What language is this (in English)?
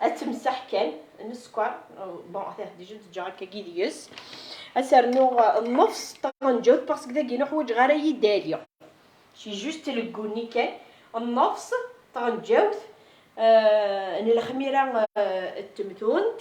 Kabyle